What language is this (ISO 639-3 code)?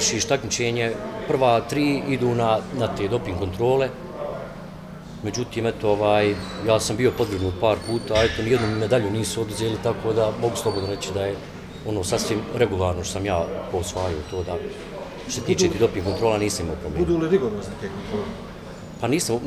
bos